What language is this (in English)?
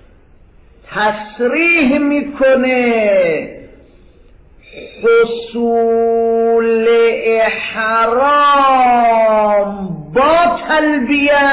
Persian